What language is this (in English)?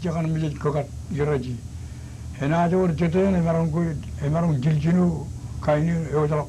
Marshallese